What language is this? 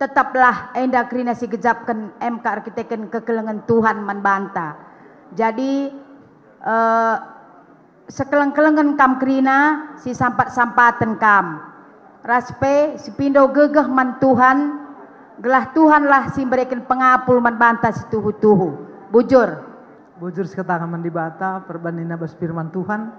Batak Karo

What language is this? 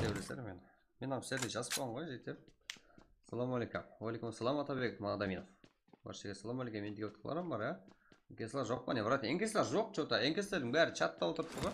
Kara-Kalpak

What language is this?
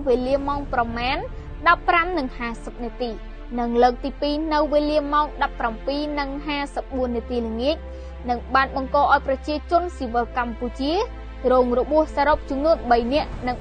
Khmer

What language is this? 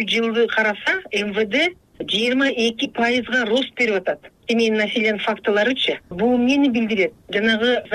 Kyrgyz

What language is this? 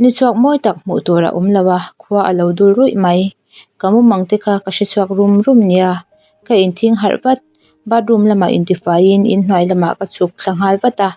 Mizo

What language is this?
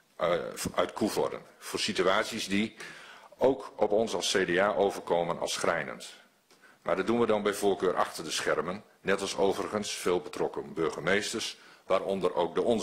Dutch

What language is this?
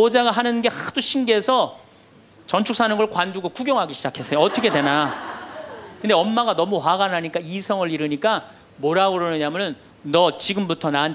Korean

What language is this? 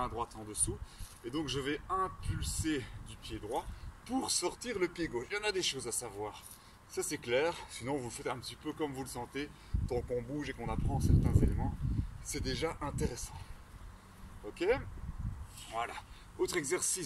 French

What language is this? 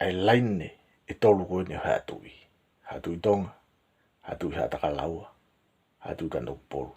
Tongan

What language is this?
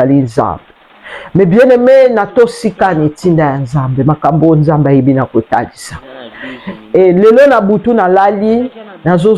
Lingala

